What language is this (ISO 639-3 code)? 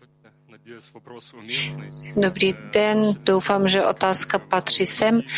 ces